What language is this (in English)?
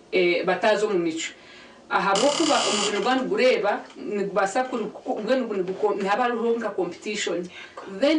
Nyankole